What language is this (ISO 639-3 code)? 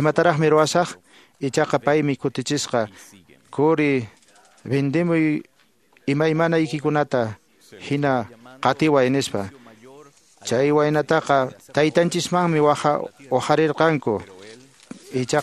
que